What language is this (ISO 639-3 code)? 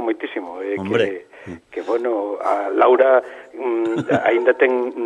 glg